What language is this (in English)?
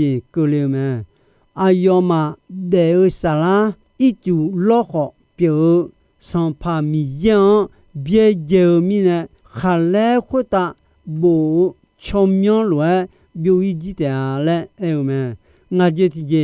Akha